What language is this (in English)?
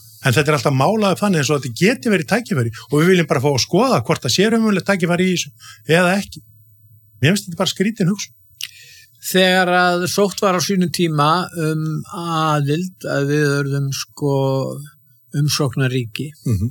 Icelandic